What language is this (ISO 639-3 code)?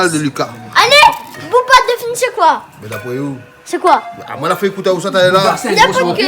rcf